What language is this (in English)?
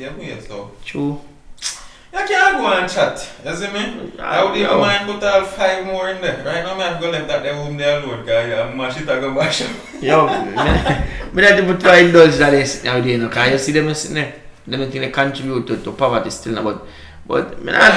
Jamaican Creole English